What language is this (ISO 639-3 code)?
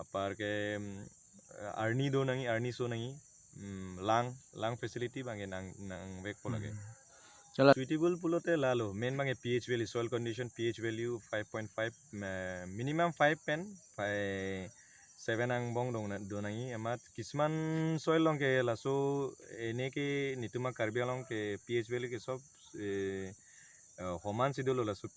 mjw